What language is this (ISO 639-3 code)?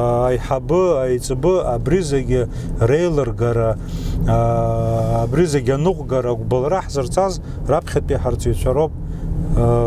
abk